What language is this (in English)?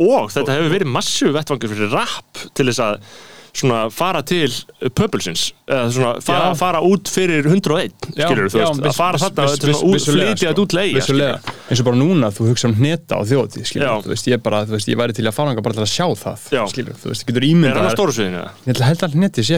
Icelandic